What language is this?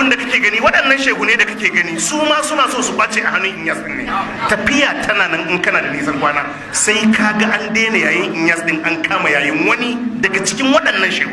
Hausa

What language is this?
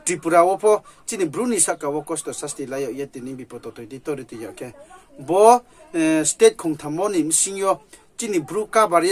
Riang (India)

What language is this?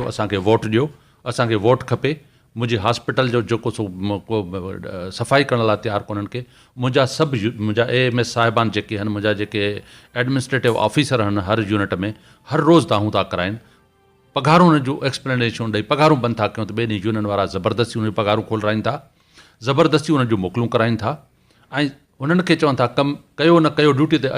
Sindhi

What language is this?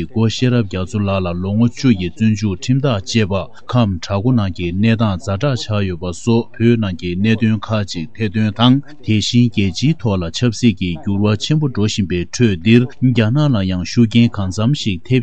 Tibetan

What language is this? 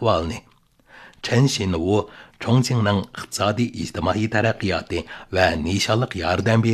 Uyghur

